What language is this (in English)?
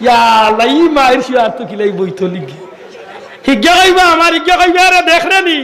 Sylheti